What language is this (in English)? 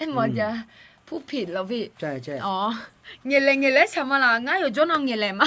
Akha